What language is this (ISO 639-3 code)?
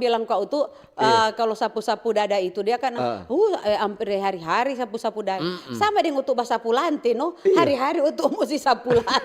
xmm